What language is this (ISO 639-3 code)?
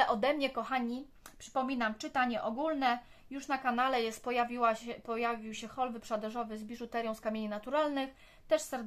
pol